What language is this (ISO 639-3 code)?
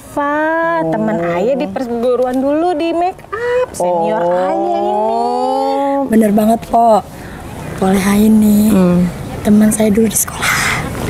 bew